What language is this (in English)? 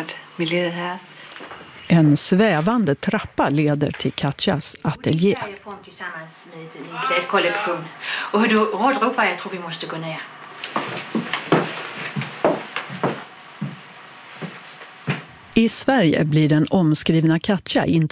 Swedish